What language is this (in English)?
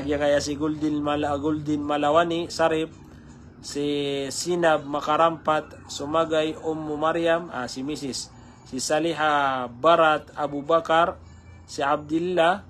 Maranao